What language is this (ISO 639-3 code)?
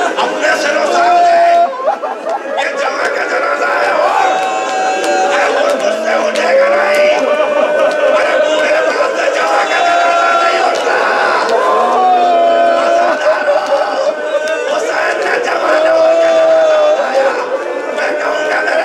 urd